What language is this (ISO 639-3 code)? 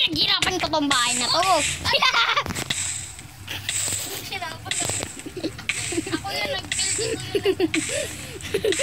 fil